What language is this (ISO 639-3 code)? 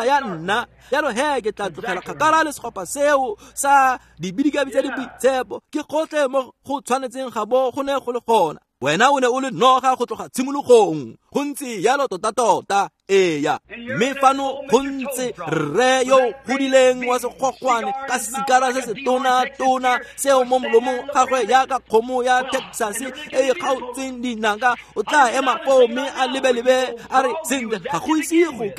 tsn